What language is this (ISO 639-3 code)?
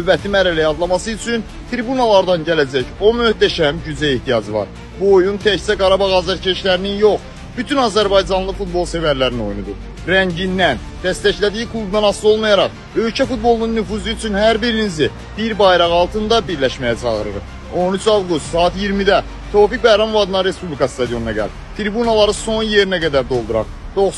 aze